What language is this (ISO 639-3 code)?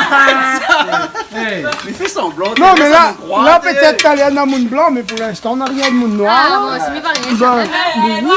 rcf